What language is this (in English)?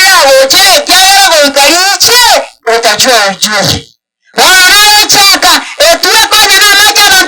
Gusii